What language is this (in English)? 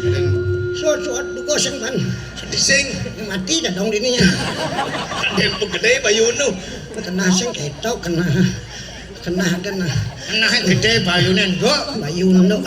Balinese